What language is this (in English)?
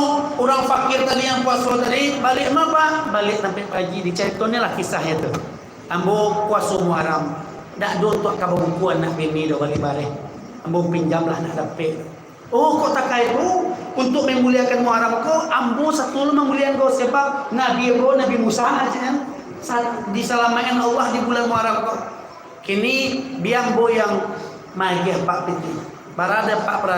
Minangkabau